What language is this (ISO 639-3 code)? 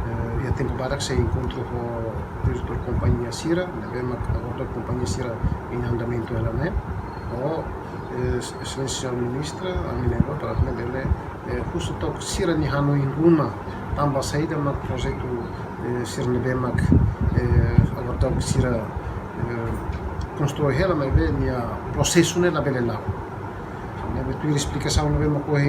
tet